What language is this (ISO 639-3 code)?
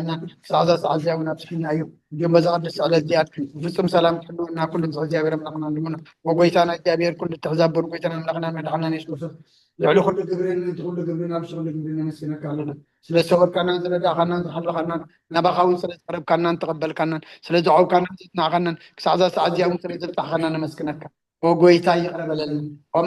tir